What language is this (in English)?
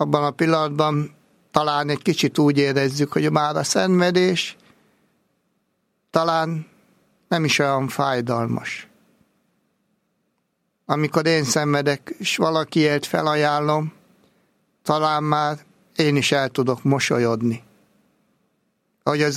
Hungarian